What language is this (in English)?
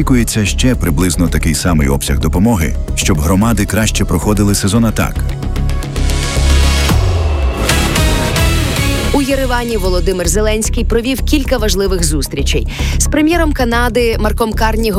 Ukrainian